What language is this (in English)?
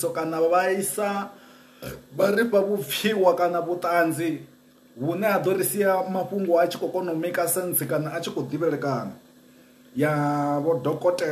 Venda